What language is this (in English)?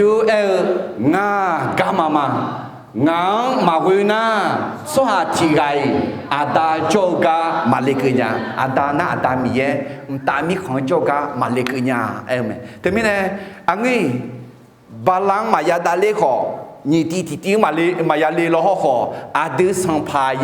Akha